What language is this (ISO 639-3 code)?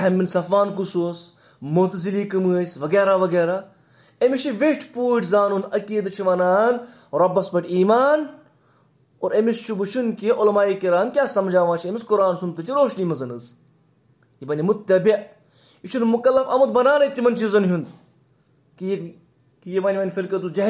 kas